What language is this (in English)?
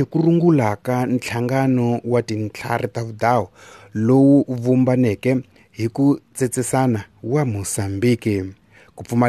Tsonga